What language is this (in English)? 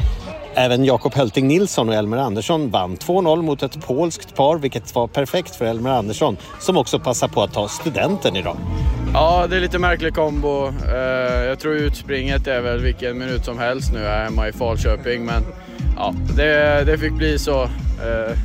Swedish